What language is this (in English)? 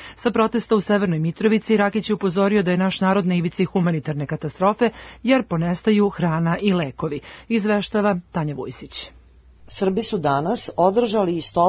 Serbian